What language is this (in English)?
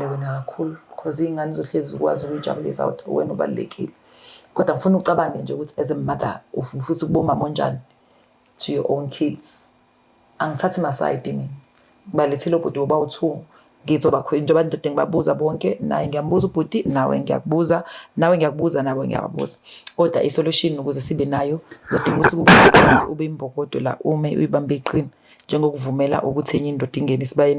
Zulu